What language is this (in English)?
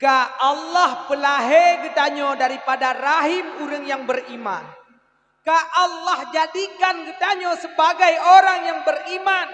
Achinese